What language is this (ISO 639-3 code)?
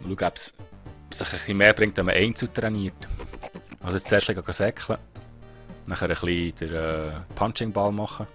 gsw